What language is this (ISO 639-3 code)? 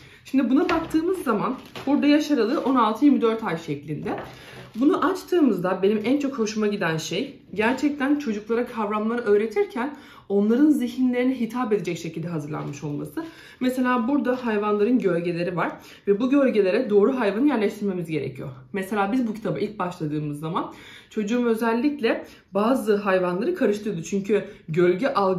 tur